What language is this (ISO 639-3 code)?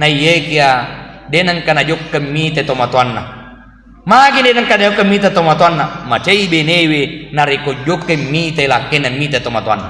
bug